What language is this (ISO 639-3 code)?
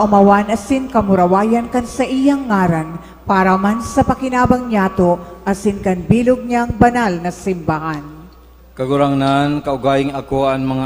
bik